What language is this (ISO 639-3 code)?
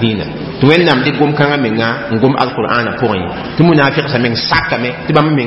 mos